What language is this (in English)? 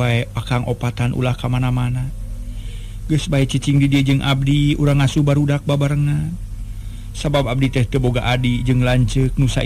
Sundanese